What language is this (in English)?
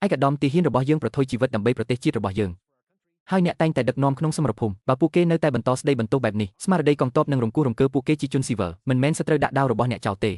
Khmer